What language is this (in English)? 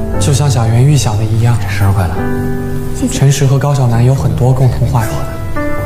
Chinese